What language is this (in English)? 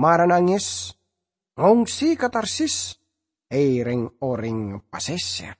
Madurese